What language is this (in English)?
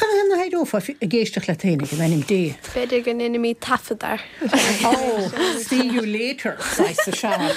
Irish